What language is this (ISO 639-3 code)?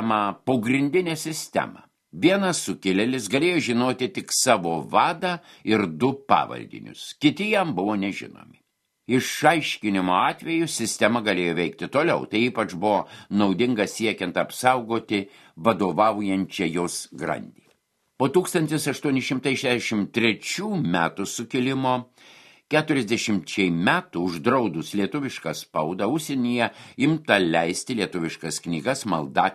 lit